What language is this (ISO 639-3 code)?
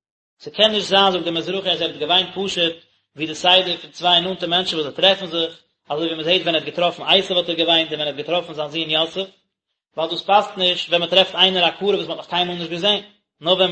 yid